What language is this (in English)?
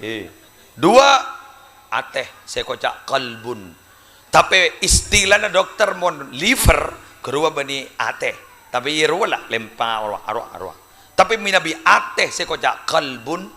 Madurese